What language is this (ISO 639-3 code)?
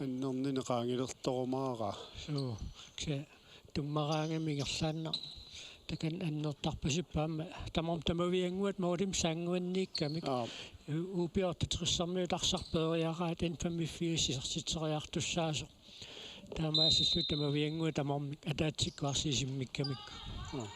kal